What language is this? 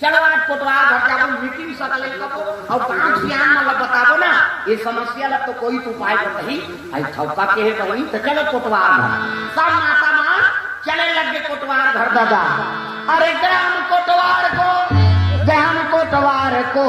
Chhattisgarhi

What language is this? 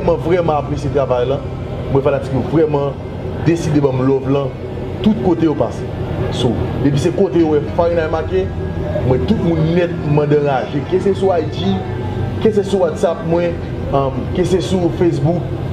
Haitian Creole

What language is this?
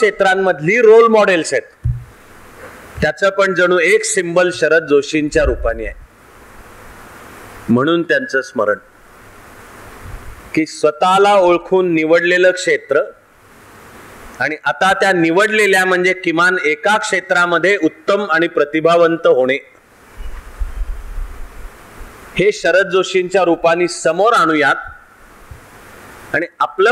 Marathi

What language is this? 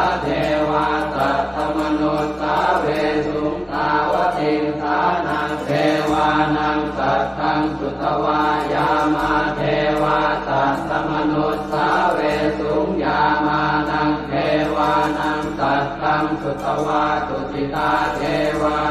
Pali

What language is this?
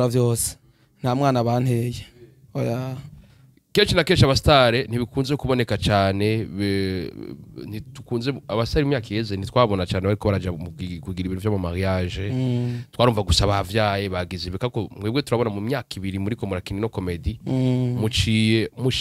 Rundi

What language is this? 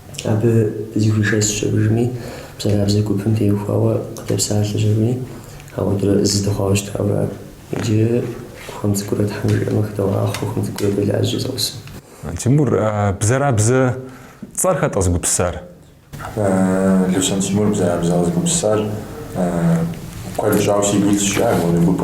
Kabardian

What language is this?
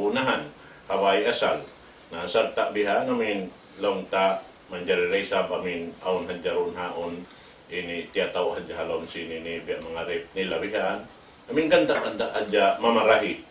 Tausug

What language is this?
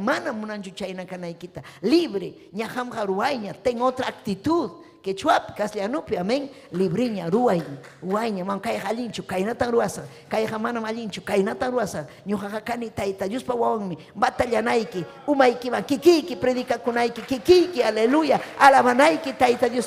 Ayacucho Quechua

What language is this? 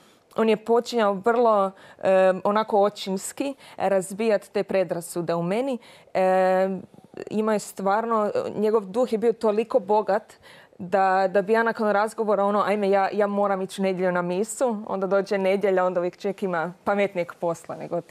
Croatian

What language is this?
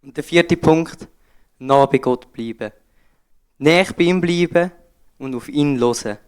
Swiss German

